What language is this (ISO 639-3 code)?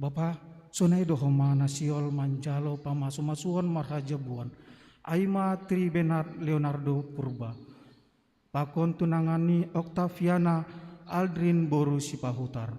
bts